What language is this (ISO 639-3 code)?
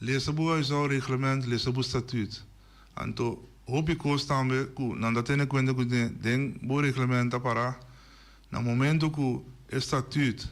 pap